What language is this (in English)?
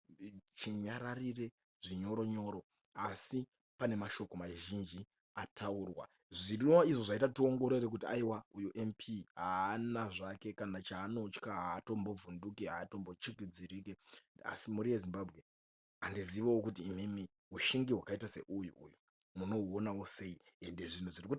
Shona